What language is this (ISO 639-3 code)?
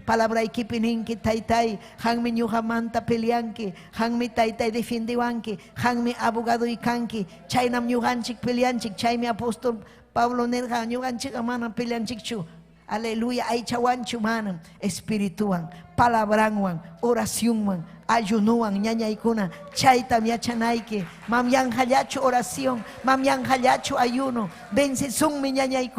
quy